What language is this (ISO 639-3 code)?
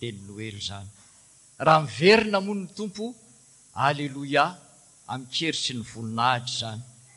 mlg